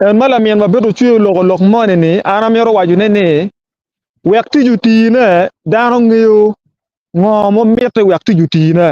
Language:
Acoli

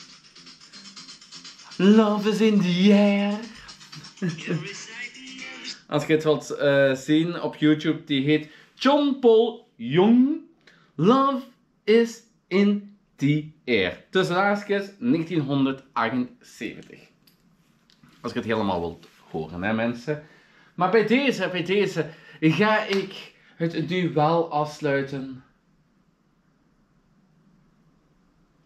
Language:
Dutch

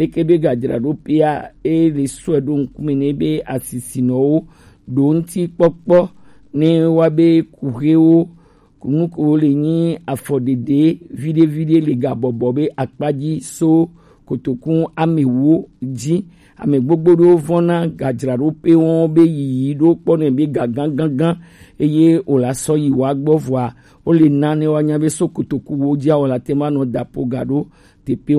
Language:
Gen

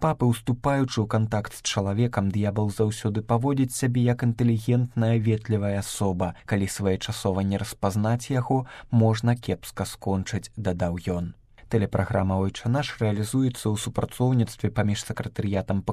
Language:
Belarusian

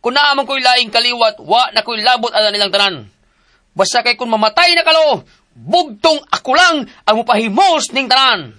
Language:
Cebuano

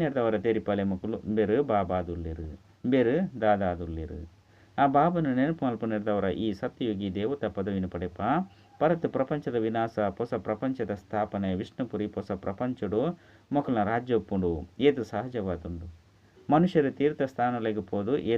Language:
Tulu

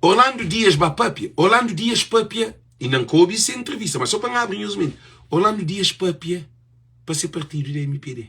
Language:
Kabuverdianu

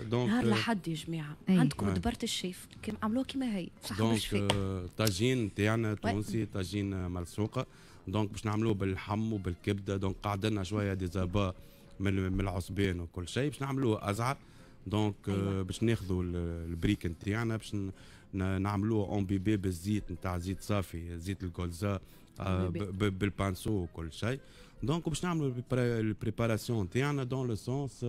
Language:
Tunisian Arabic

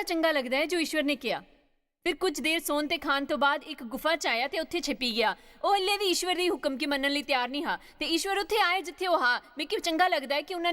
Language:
Dogri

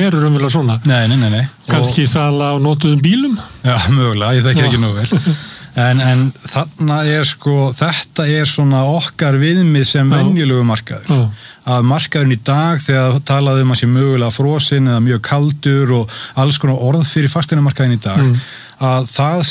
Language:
Icelandic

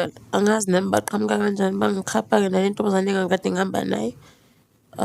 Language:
Zulu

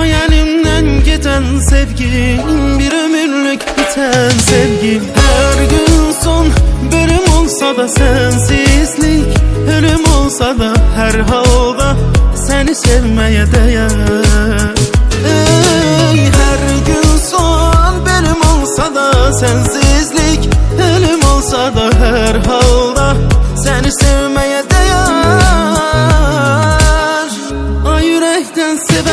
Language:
Turkish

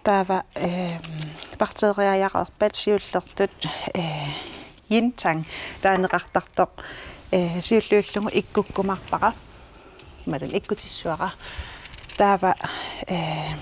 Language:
Kalaallisut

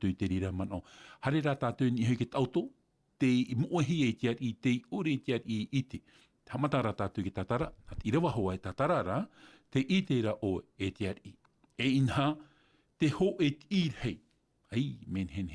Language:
Tahitian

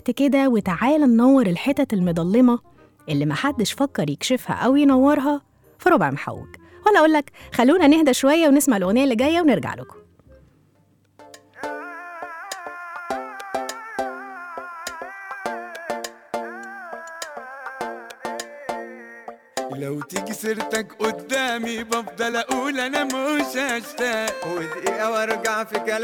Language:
Egyptian Arabic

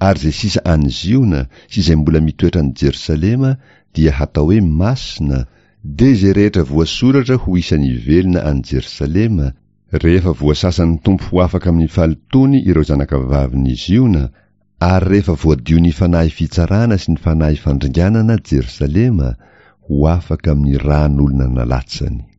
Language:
Malagasy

